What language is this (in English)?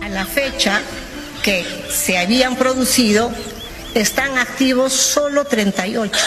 Ayacucho Quechua